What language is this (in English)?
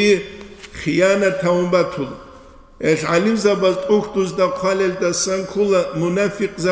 Avaric